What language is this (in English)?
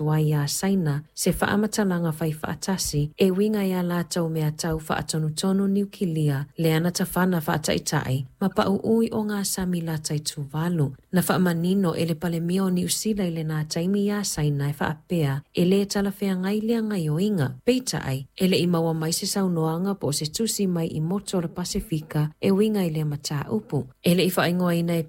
Samoan